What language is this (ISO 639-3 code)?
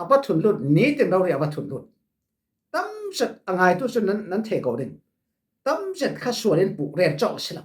cfm